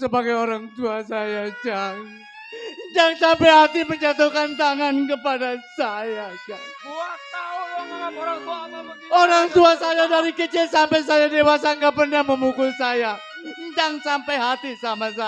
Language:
Betawi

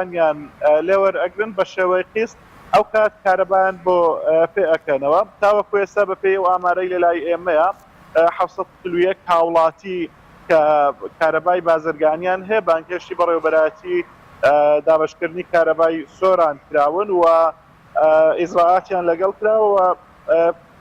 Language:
Central Kurdish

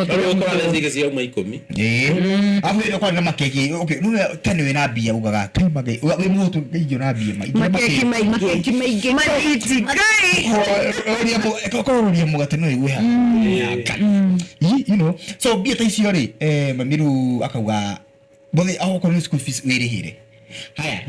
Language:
Kikuyu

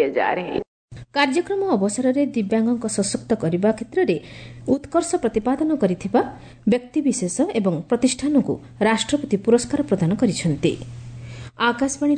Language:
Odia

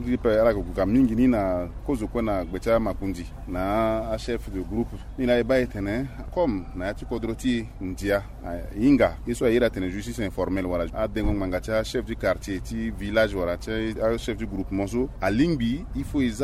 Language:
Sango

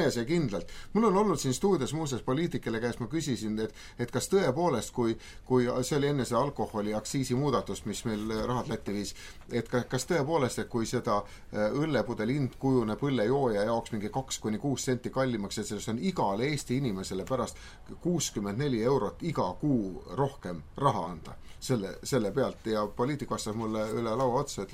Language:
Estonian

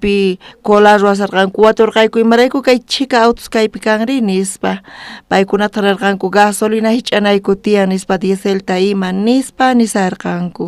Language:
South Bolivian Quechua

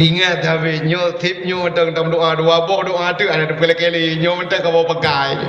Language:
Achinese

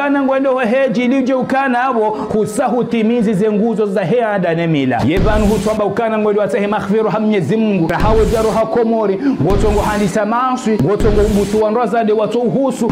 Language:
Ngazidja Comorian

